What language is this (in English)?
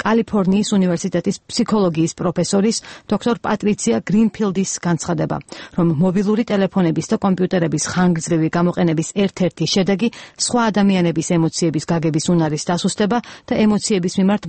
Georgian